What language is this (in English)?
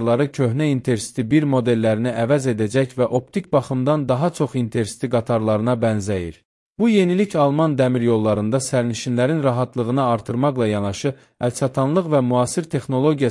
Azerbaijani